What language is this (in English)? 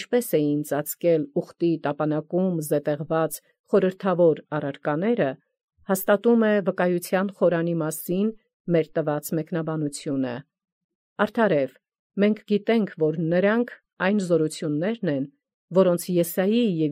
Armenian